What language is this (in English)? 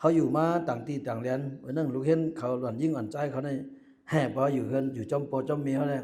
Shan